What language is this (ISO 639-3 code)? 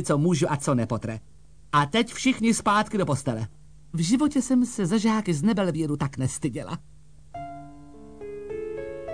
ces